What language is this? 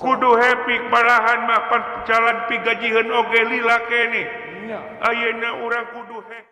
Sundanese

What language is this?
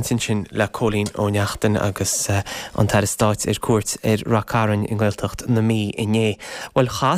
Irish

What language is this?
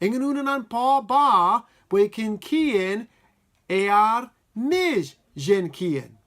Marshallese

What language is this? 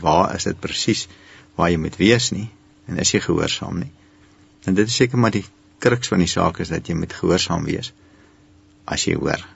Afrikaans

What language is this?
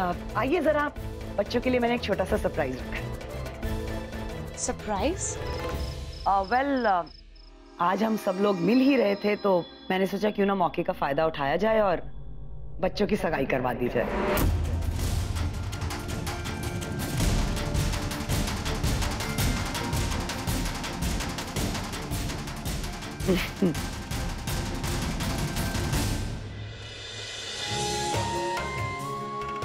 Hindi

